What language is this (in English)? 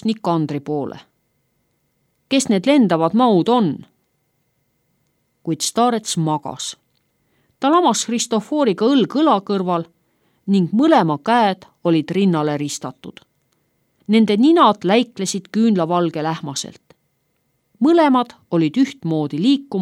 Estonian